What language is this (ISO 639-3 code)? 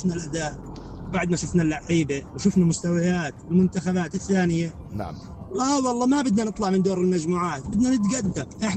apc